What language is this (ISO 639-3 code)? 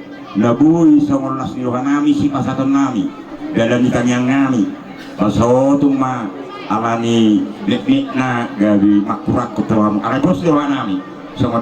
bbc